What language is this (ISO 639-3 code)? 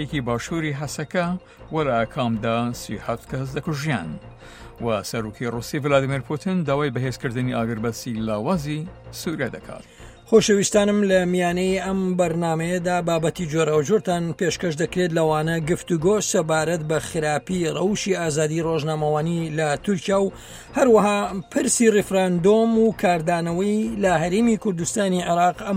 ckb